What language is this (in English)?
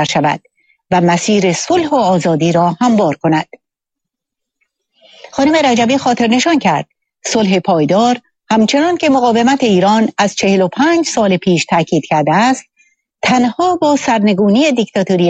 Persian